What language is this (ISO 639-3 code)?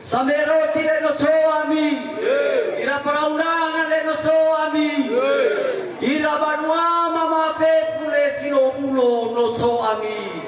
nia